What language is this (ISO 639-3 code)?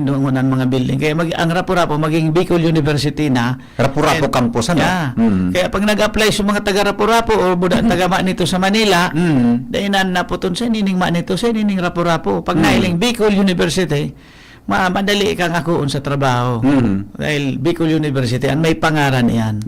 bik